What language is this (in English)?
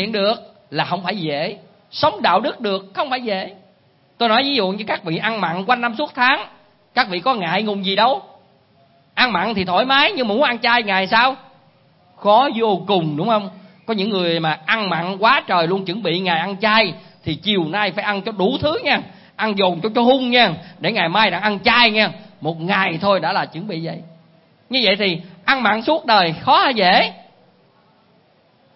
Vietnamese